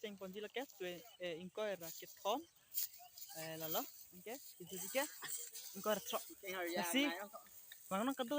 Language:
Karbi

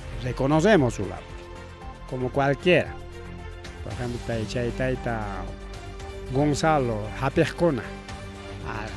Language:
Ayacucho Quechua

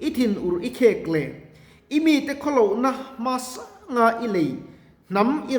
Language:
Mizo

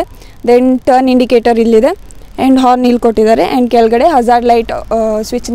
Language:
Kannada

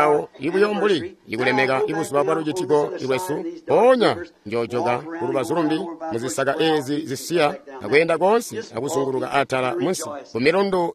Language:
Tonga (Zambia)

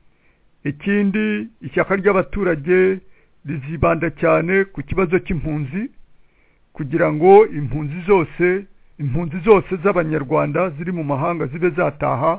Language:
Kinyarwanda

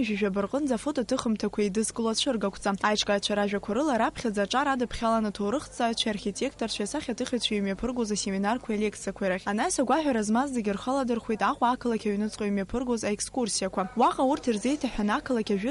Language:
Abkhazian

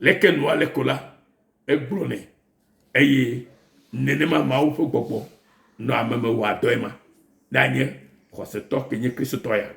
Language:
Ewe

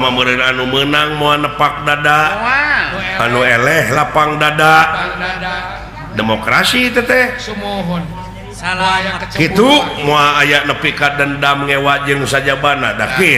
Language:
Sundanese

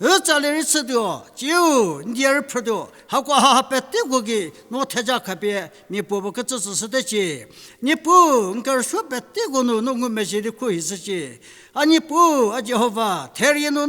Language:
Angami Naga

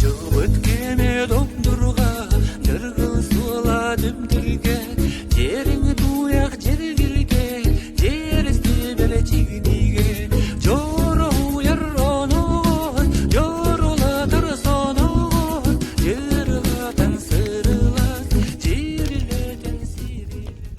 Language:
Yakut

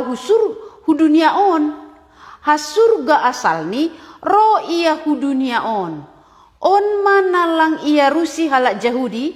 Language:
Batak Simalungun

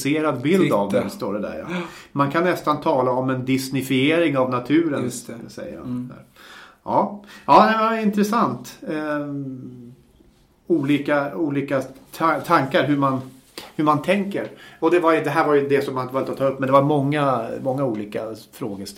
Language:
Swedish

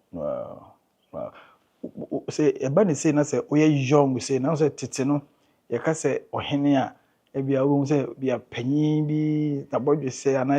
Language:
Akan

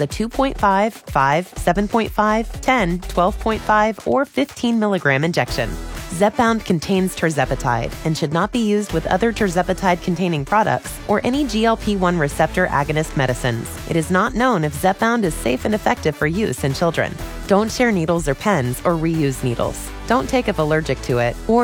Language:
English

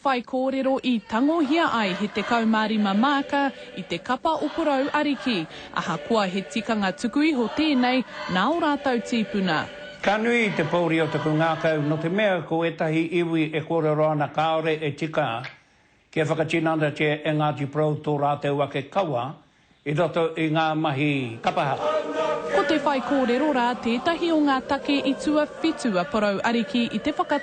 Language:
Māori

